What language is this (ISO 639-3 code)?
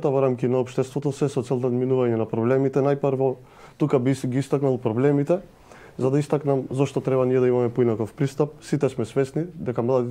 mkd